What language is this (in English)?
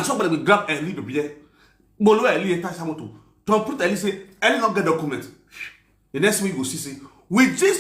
Nigerian Pidgin